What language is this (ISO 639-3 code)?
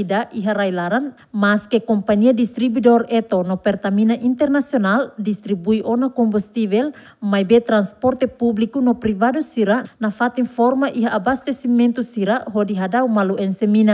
tet